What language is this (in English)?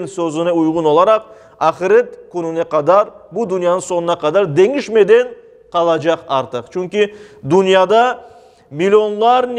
Crimean Tatar